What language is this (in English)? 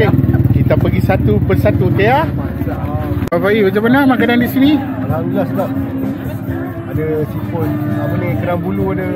Malay